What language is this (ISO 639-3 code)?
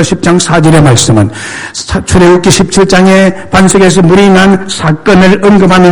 kor